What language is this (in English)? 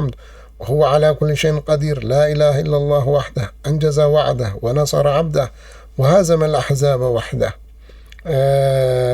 Tigrinya